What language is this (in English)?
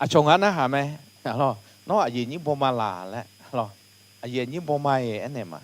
Akha